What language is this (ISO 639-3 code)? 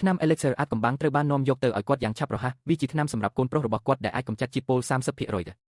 khm